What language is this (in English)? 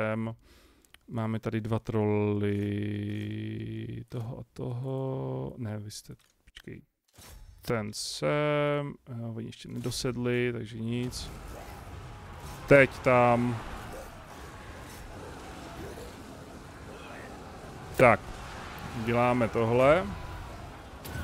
Czech